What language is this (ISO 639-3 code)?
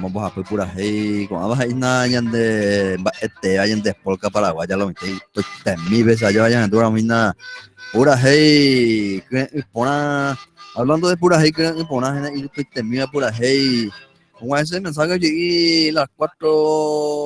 grn